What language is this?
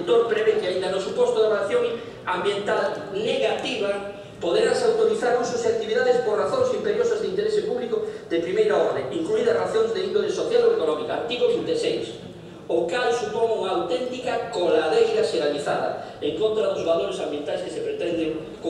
Galician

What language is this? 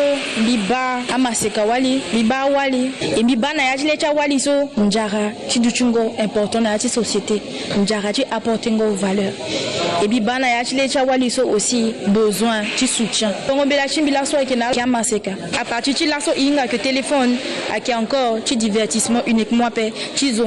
Sango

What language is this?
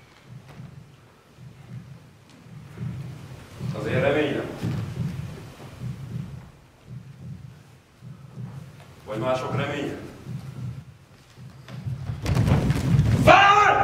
Hungarian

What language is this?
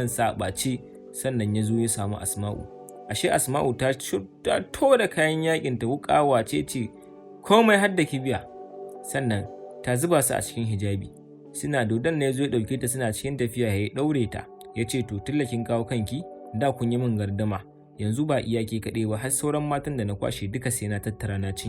Hausa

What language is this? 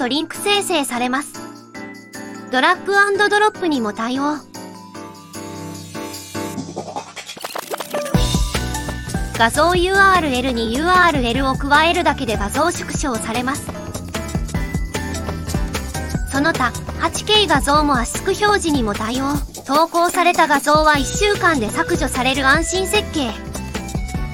Japanese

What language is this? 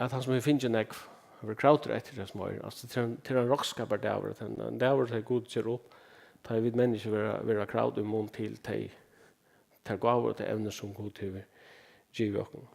Faroese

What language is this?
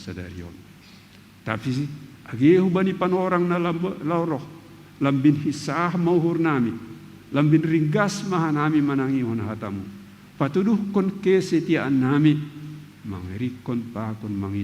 Batak Simalungun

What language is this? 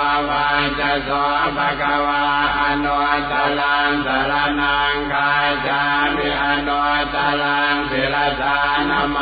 Pali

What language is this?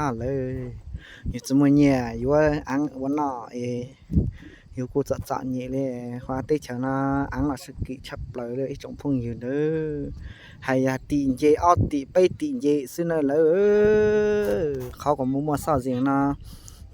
Hmong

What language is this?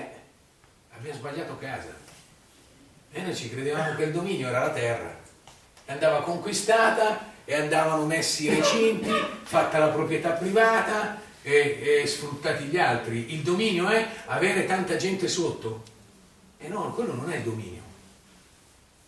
Italian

